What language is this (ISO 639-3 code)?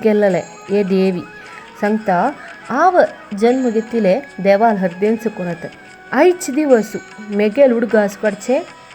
kok